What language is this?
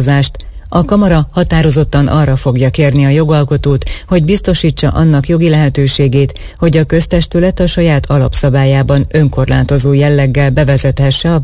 Hungarian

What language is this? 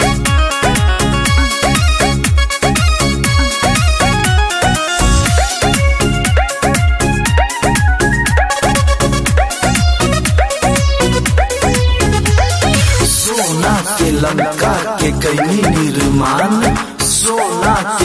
Bhojpuri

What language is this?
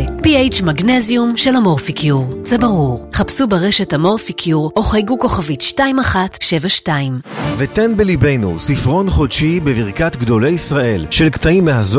Hebrew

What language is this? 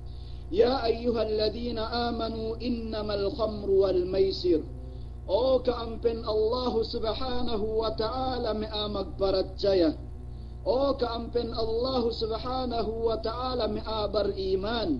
Yakan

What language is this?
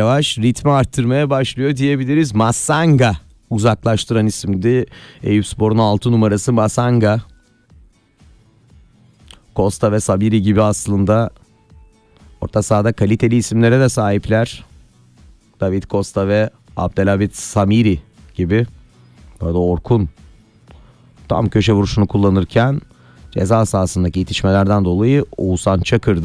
Turkish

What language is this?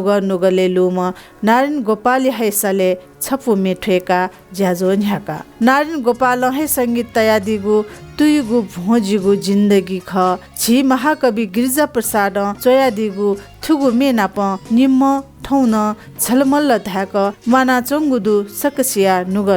Newari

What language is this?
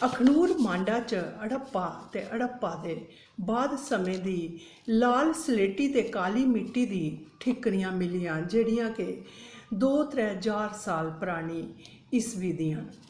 Dogri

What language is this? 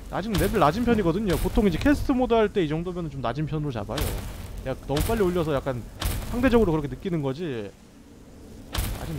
Korean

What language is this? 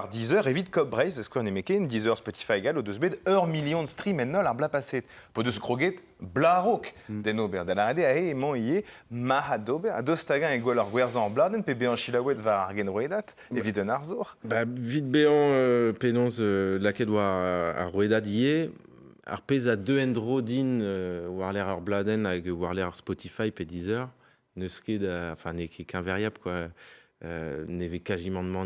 Breton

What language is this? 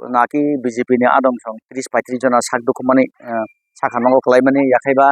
Kok Borok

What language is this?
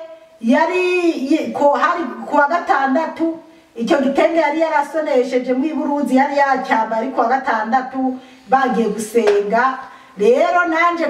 Rundi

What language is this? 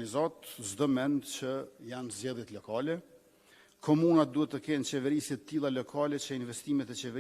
Albanian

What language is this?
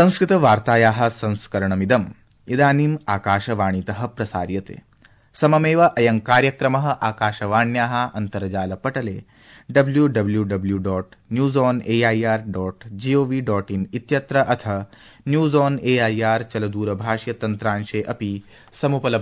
Sanskrit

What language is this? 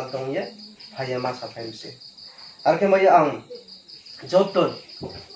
Riang (India)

